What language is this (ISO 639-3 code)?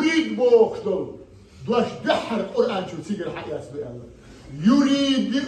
che